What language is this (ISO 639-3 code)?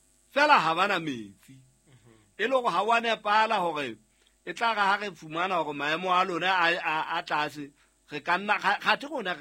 sot